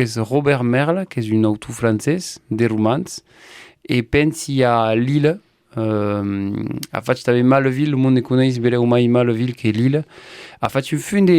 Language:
Occitan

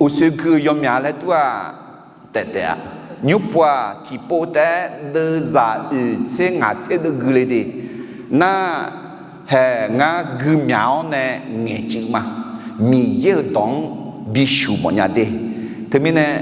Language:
Akha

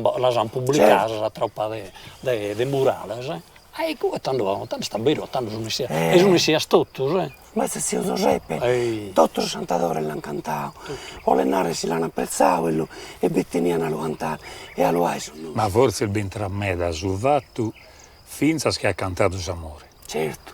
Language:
Sardinian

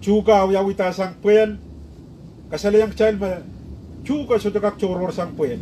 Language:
Pohnpeian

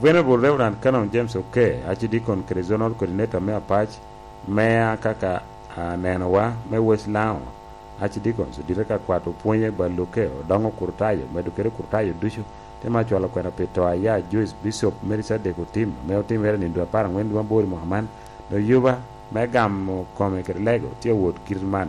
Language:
Lango (Uganda)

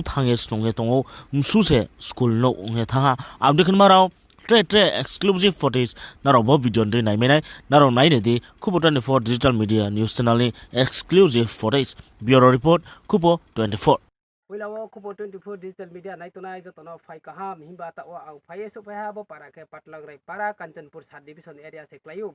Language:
Riang (India)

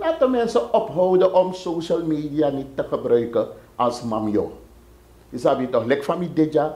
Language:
Sranan Tongo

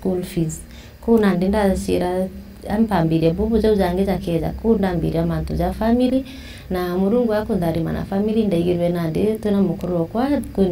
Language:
Meru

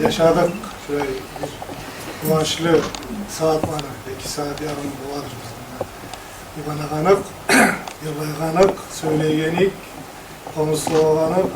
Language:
Kumyk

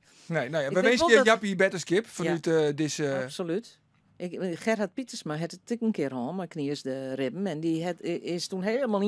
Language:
Western Frisian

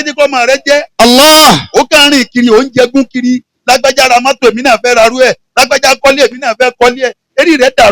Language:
Yoruba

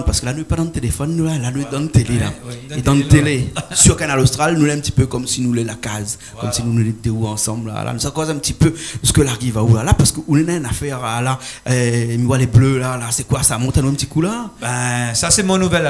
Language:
Réunion Creole French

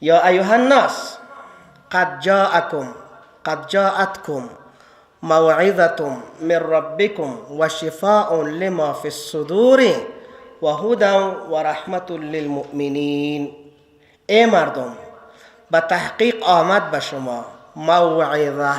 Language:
Persian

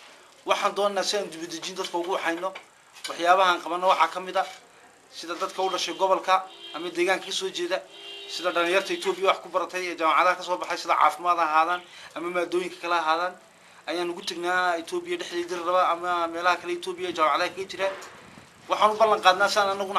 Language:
Somali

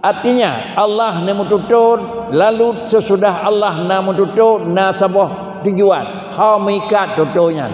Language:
Achinese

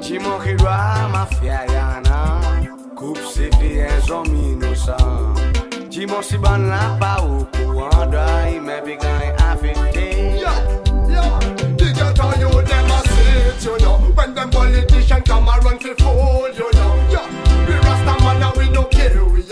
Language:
Seselwa Creole French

